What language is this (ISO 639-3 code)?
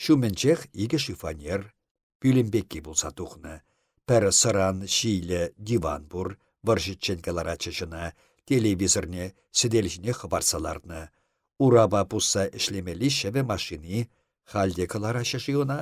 chv